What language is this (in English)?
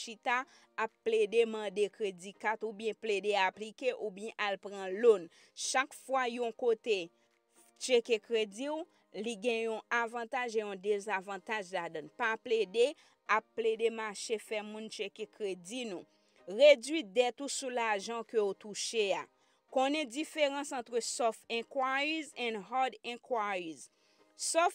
Haitian Creole